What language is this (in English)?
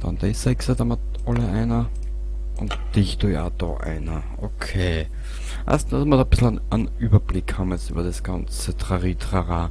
Bavarian